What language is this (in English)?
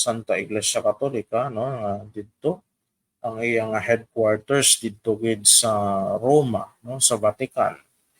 Hiligaynon